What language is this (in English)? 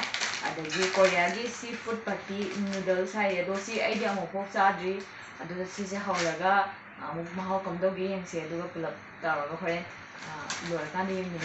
Manipuri